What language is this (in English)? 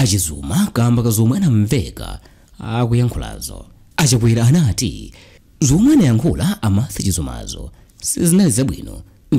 Nyanja